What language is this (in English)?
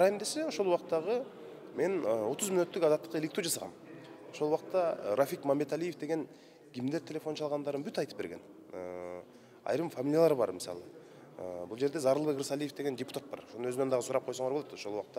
Kyrgyz